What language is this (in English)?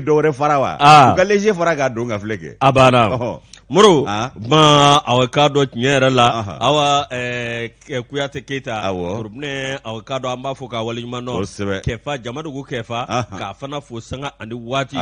Bambara